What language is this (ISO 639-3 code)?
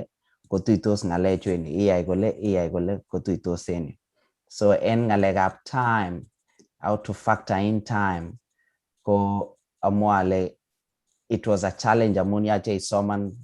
kln